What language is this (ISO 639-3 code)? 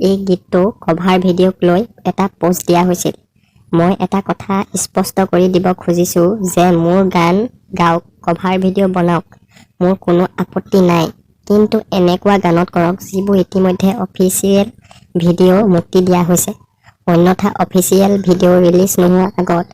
asm